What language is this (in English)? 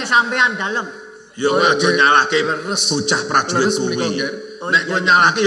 Javanese